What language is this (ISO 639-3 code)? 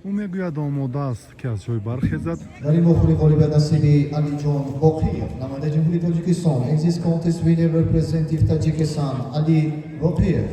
tgk